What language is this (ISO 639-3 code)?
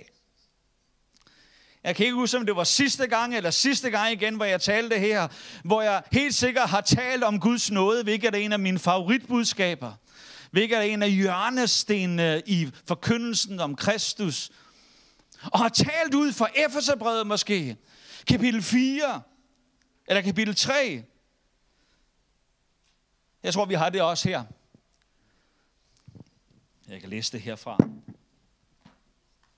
dan